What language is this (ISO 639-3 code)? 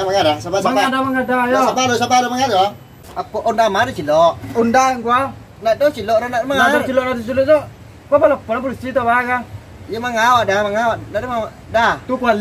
min